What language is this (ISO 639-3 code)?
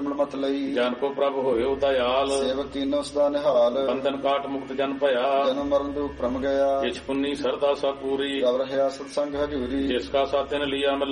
pan